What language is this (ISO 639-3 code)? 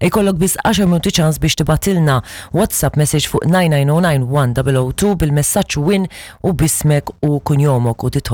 mlt